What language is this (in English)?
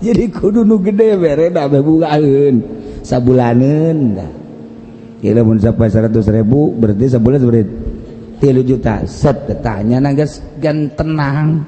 Sundanese